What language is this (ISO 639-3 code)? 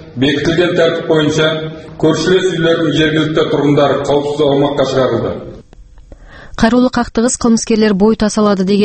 kaz